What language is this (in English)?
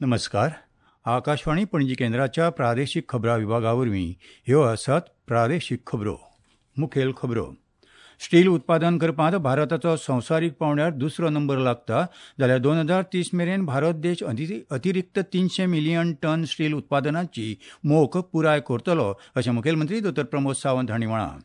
Konkani